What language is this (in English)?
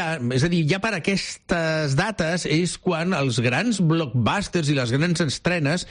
Catalan